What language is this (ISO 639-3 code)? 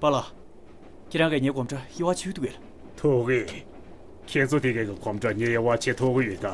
bod